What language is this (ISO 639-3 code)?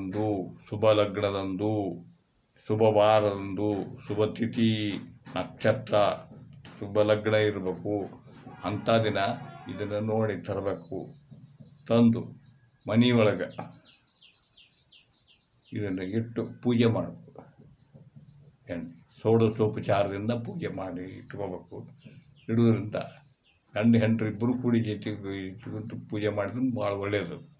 kan